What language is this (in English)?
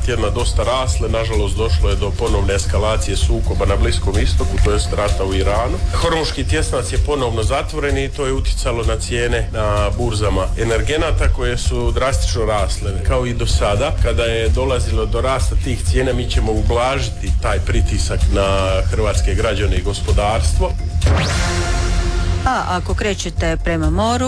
Croatian